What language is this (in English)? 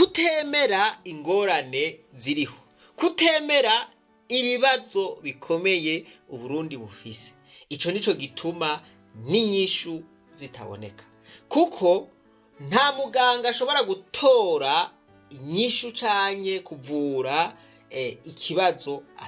Rundi